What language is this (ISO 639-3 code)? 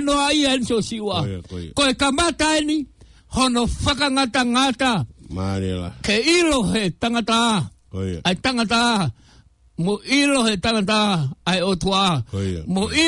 ton